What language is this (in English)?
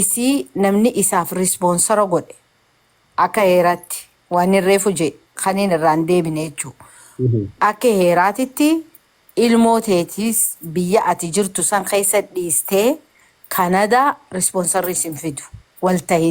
Oromo